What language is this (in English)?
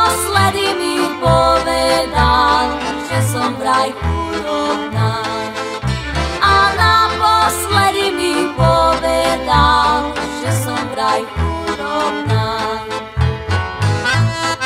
Slovak